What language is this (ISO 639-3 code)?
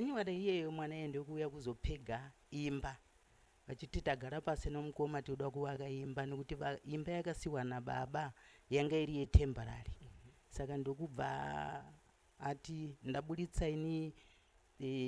sna